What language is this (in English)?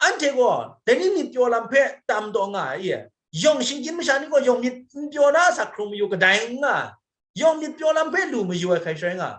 Kachin